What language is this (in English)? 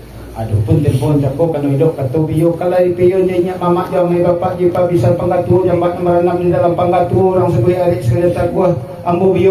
Minangkabau